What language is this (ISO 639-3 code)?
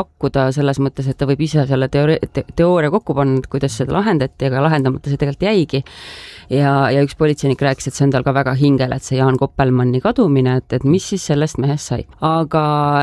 est